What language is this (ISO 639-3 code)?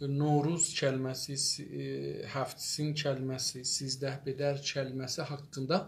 azb